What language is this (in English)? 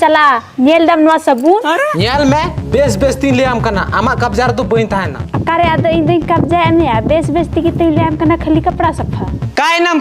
Santali